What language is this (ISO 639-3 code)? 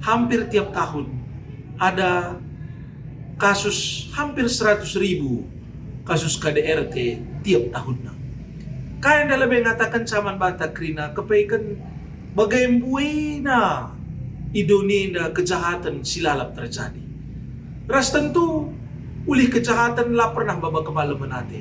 btx